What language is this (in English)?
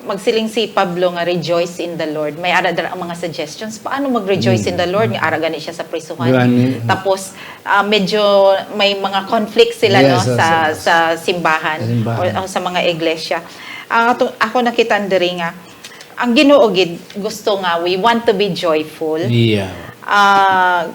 Hiligaynon